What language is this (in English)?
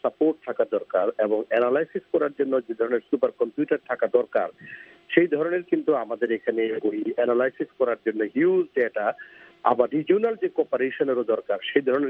Bangla